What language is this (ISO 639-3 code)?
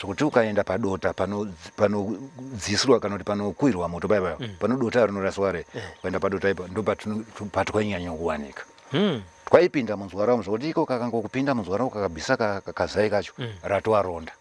sna